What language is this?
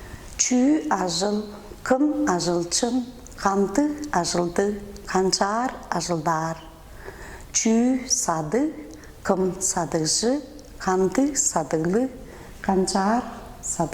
Tuvinian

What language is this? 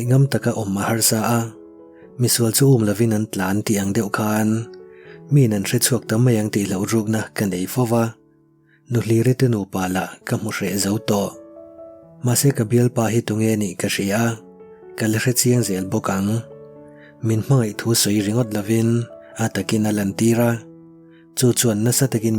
Mizo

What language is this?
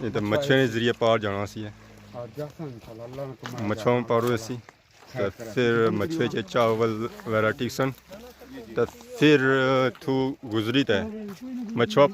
Pahari-Potwari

